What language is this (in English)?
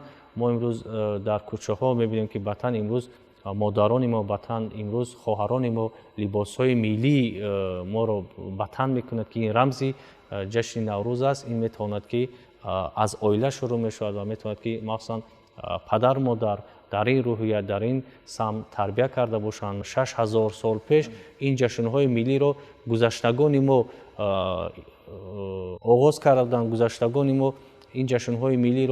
Tajik